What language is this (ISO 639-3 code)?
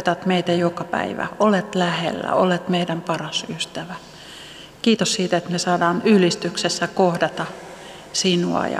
fin